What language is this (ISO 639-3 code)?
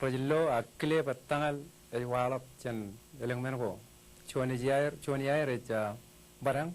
mah